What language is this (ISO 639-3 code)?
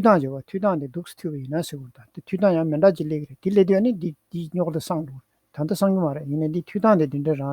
bod